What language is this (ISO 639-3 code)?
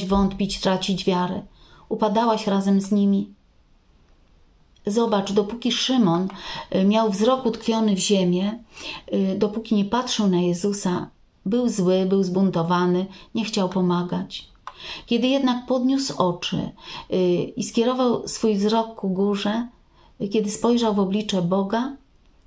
pol